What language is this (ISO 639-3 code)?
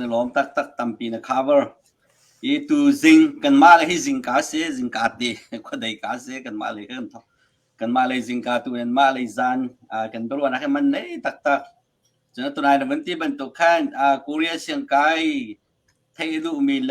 cnh